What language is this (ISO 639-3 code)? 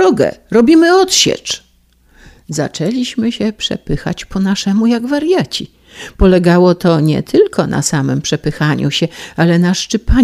pol